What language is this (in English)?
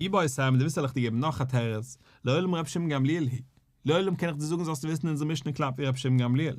Yiddish